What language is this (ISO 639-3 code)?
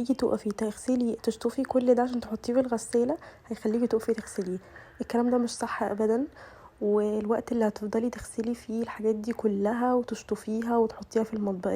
arz